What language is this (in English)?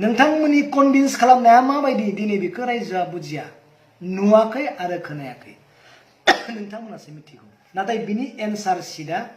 Bodo